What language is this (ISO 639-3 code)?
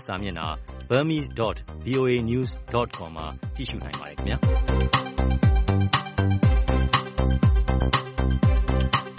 mya